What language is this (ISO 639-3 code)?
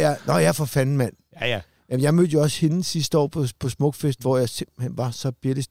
dan